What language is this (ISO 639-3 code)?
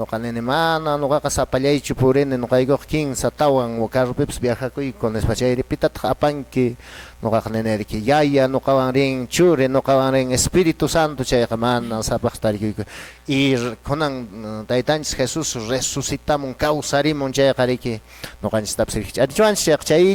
que